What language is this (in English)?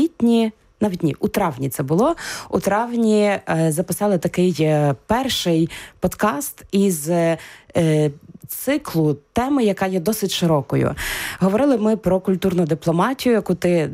Ukrainian